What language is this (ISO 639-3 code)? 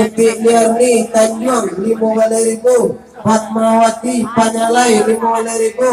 min